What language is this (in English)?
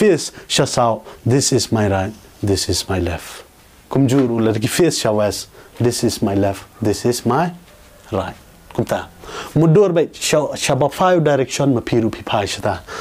Khasi